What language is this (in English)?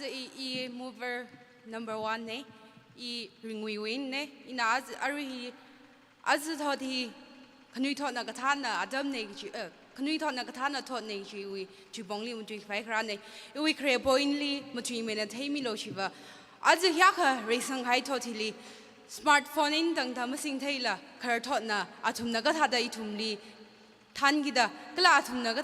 Tangkhul Naga (India)